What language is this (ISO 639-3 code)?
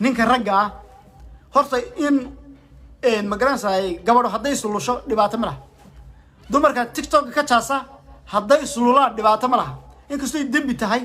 som